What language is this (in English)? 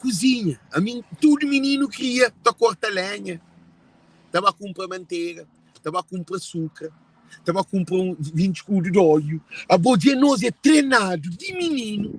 Kabuverdianu